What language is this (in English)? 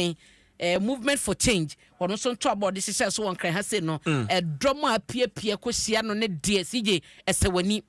Akan